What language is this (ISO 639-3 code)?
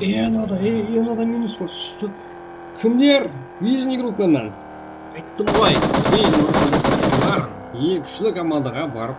kaa